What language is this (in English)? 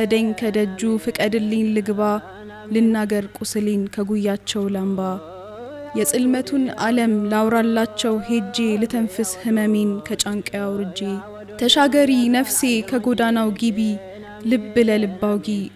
Amharic